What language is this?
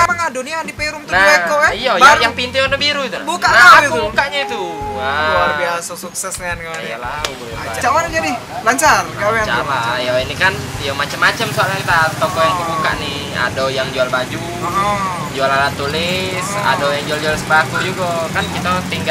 Musi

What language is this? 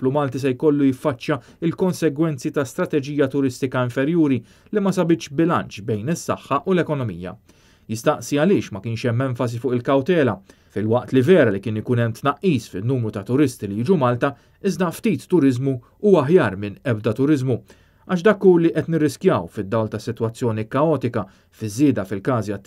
Maltese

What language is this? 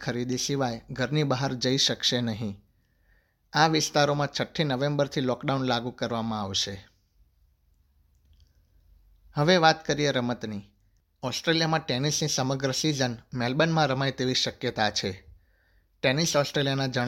Gujarati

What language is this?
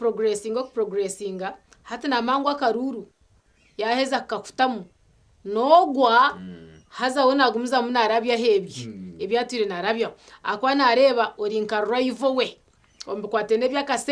Nyankole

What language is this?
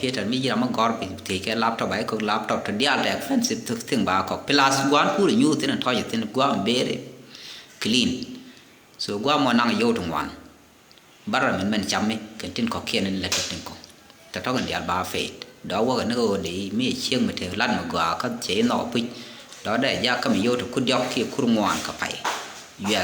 Nuer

